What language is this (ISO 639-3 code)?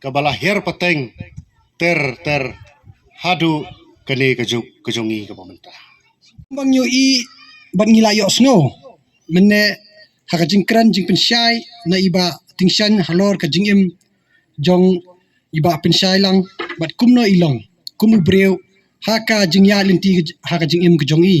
kha